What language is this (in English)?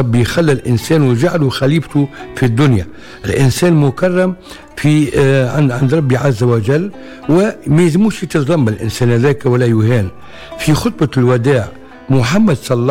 Tunisian Arabic